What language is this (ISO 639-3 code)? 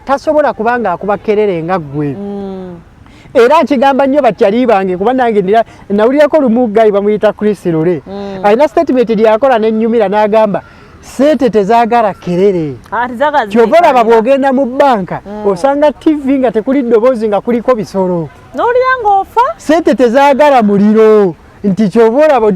lug